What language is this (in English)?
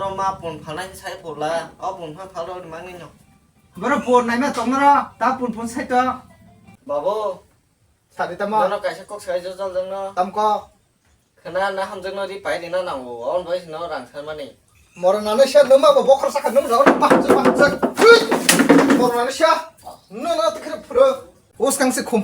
Kok Borok